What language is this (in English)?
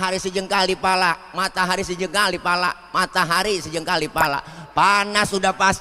Betawi